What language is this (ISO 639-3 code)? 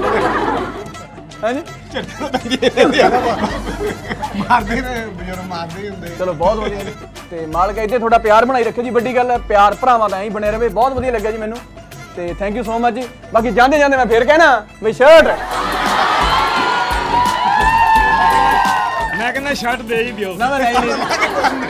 pan